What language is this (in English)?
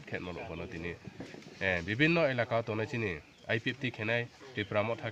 Riang (India)